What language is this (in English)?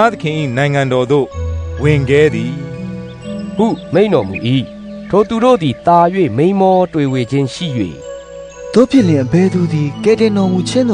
Burmese